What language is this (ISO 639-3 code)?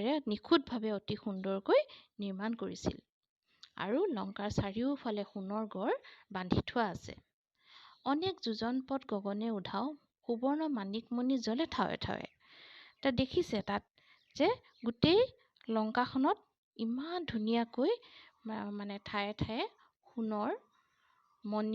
asm